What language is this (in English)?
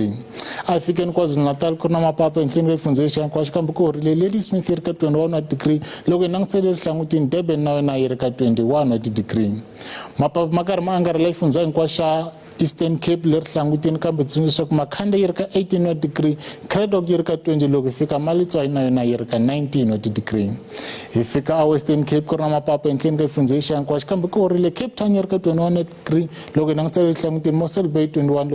Tsonga